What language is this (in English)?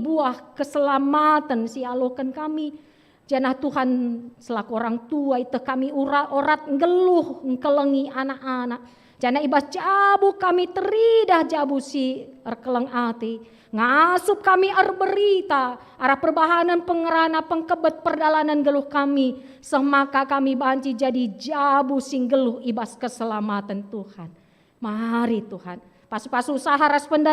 Batak Karo